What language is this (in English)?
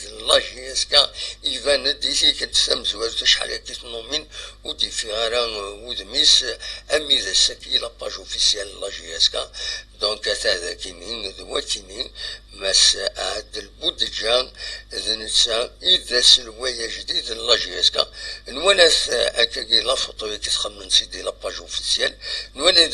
Kabyle